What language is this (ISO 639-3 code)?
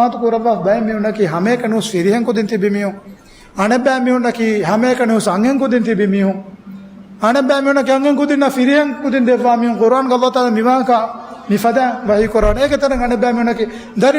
div